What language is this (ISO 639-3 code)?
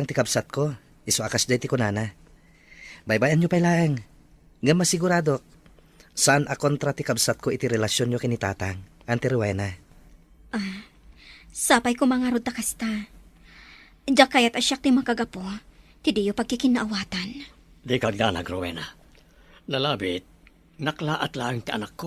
ilo